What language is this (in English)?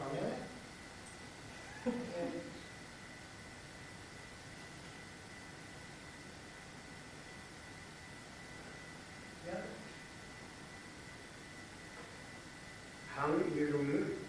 Norwegian